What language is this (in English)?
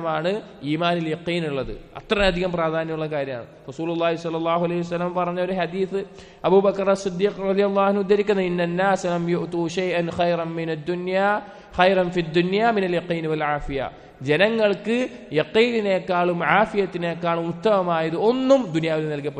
Malayalam